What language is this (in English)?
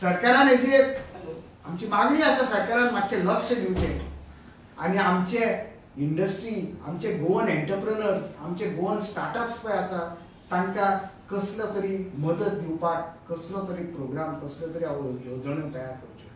Konkani